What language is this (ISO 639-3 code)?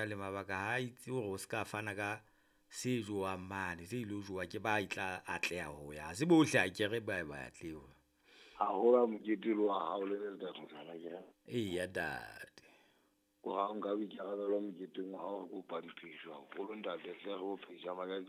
sot